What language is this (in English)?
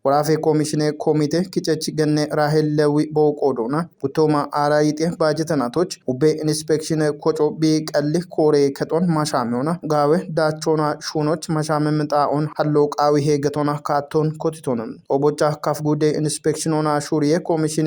Kafa